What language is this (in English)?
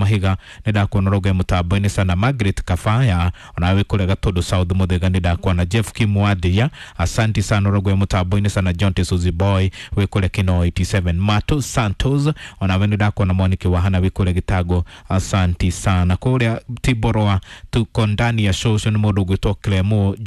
Kikuyu